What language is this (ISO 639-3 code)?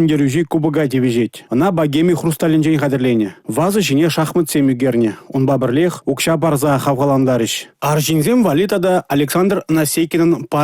chv